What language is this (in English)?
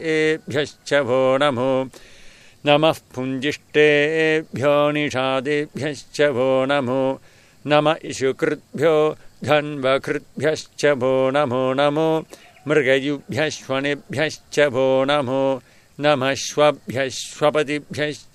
Sanskrit